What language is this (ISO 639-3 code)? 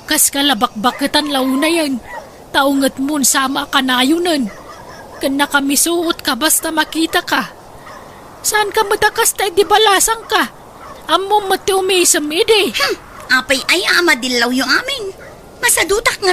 ilo